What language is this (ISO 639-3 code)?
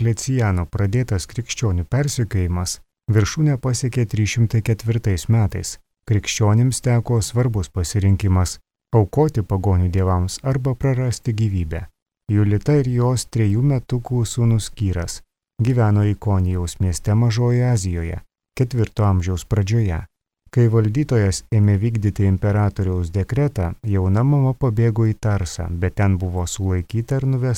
lit